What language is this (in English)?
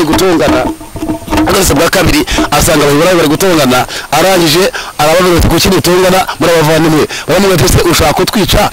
Kinyarwanda